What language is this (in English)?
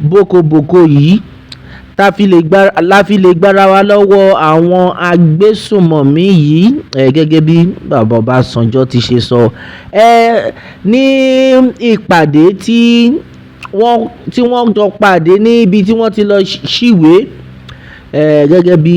Yoruba